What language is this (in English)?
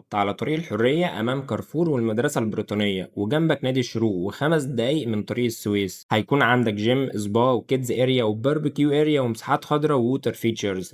Egyptian Arabic